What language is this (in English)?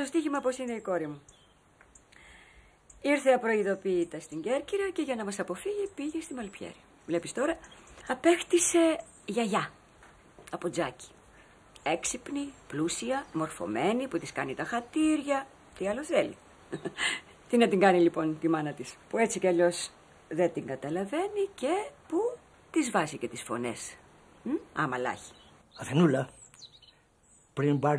Greek